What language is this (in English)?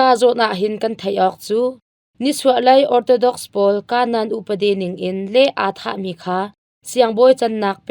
Hakha Chin